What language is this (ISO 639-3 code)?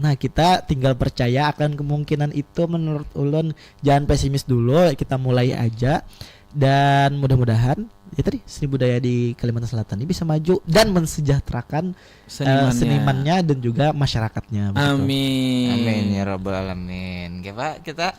bjn